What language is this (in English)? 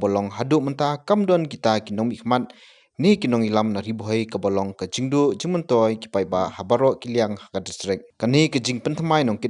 Khasi